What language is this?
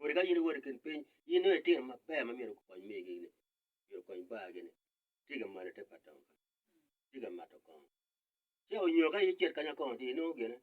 Acoli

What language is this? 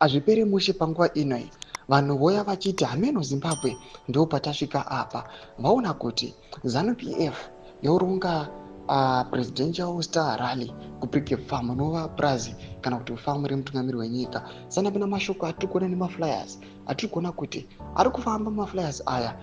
Shona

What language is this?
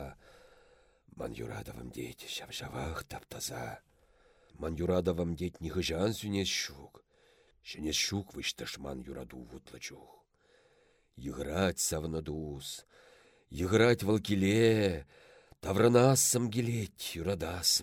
Chuvash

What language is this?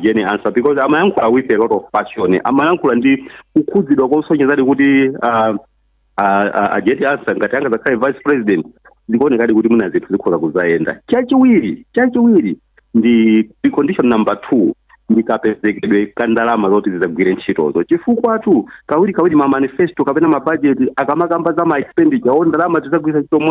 Nyanja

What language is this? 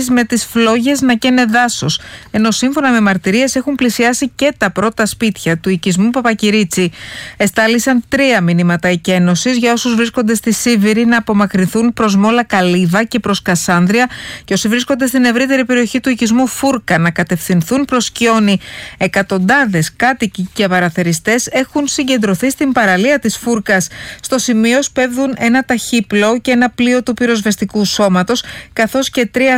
Greek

